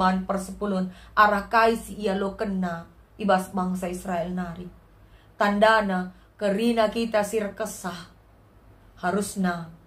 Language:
Batak Karo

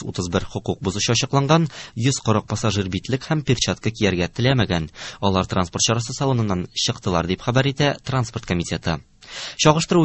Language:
Tatar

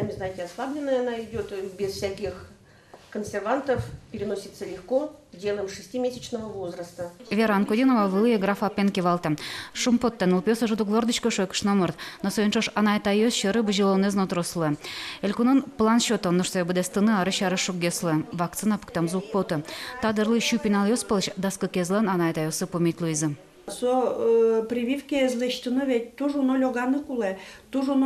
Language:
Udmurt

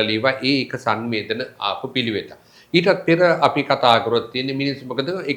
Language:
Sinhala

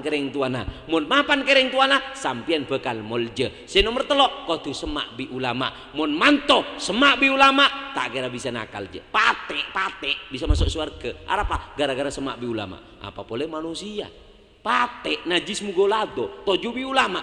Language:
Madurese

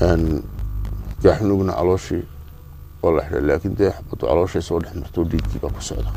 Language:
Somali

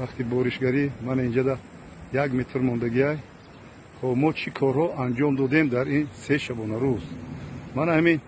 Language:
Tajik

